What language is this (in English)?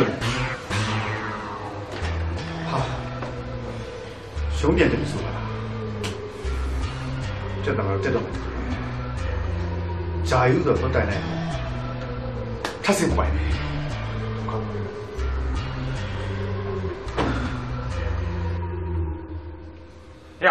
Burmese